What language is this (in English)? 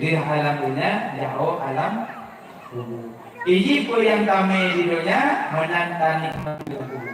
Achinese